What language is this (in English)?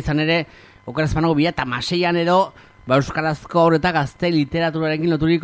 Basque